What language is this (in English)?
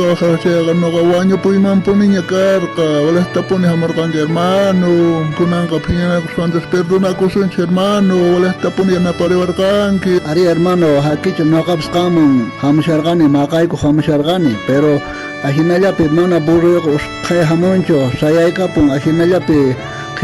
South Bolivian Quechua